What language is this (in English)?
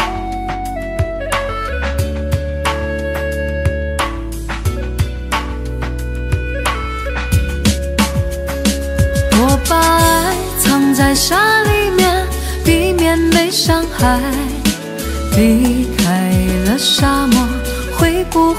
Chinese